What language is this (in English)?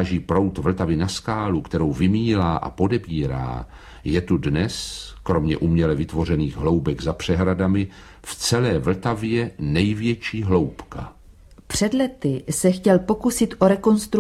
Czech